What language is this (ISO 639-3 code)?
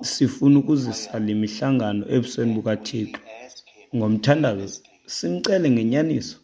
xho